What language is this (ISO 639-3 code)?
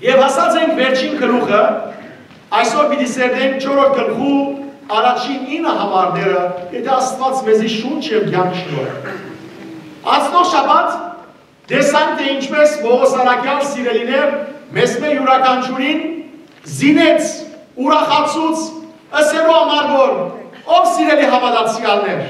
hyw